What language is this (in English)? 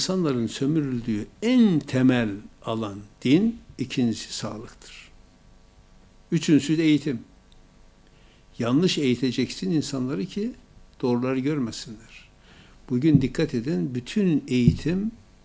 Turkish